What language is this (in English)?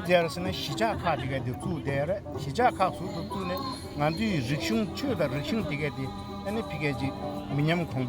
Tibetan